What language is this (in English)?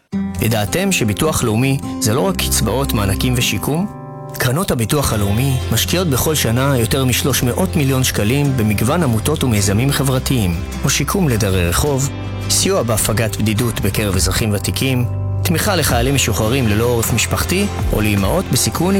Hebrew